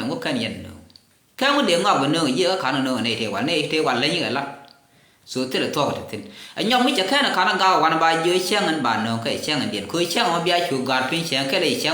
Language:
Nuer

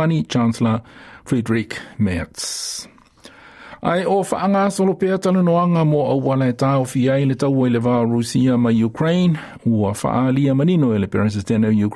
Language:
Samoan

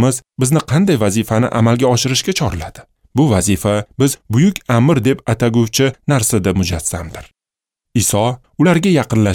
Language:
Uzbek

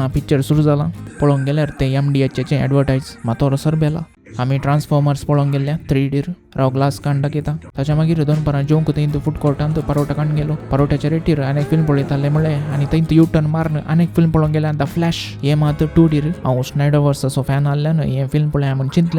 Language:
Konkani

